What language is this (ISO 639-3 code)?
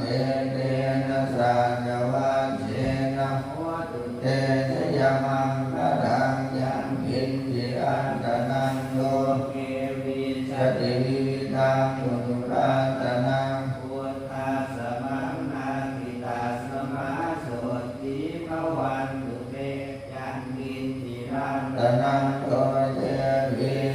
pli